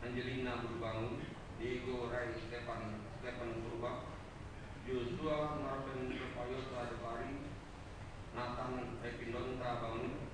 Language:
Batak Karo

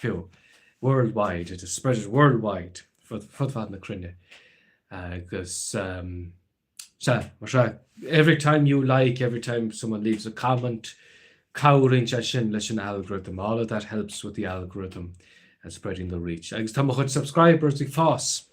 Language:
Irish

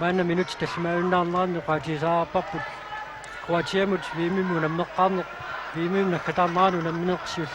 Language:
Kalaallisut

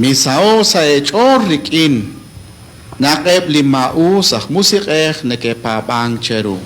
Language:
Kekchí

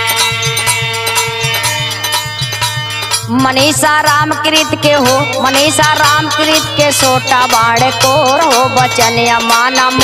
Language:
Bhojpuri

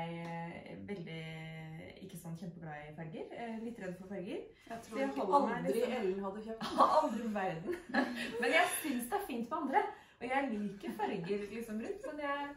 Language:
Norwegian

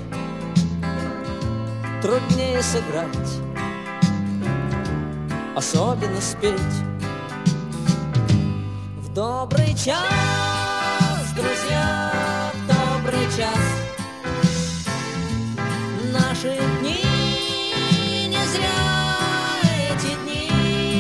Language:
Russian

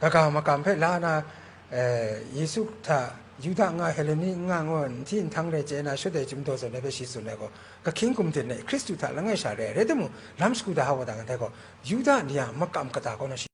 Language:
Kachin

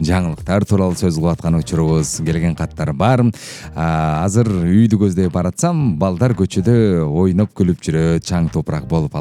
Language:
Kyrgyz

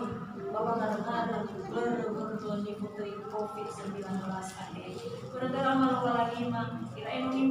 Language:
Nias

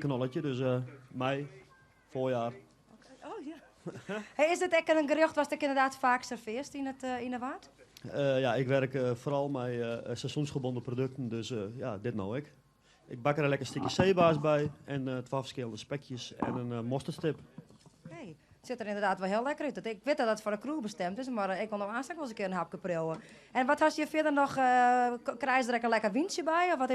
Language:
Western Frisian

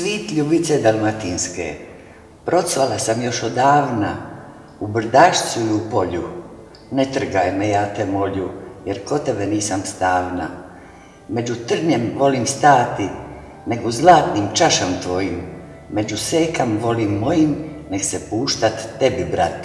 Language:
Croatian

